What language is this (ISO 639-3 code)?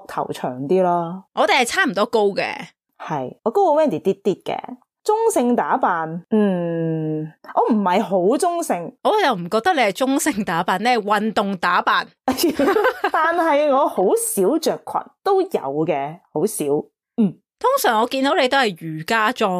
yue